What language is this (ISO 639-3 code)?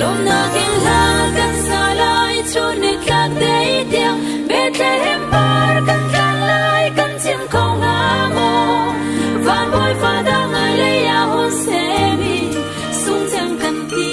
cfm